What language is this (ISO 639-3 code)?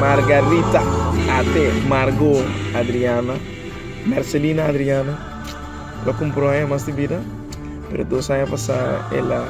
pap